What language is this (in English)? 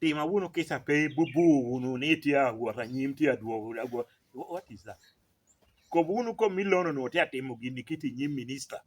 Lango (Uganda)